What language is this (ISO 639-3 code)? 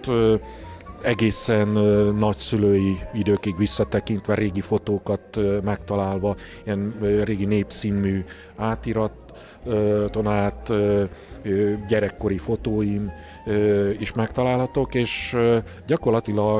hun